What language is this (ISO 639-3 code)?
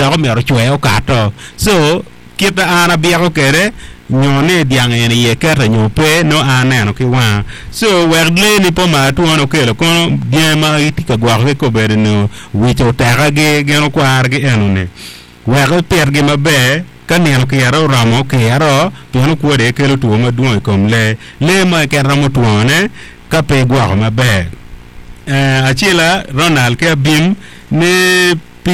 ach